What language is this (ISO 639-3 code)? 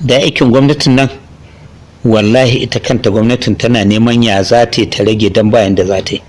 hau